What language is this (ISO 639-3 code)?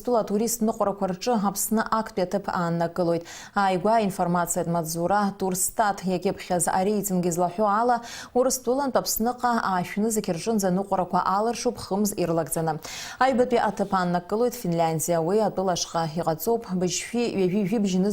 abk